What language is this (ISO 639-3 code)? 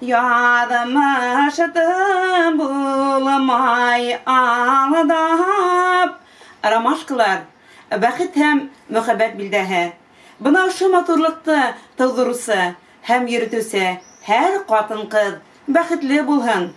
bak